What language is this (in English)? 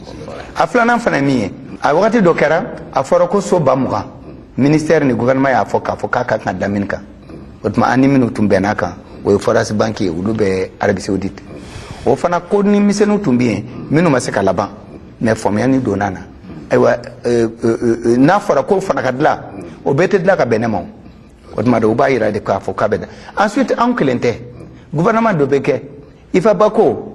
Bambara